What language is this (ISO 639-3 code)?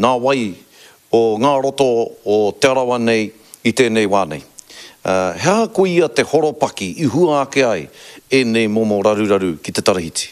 mri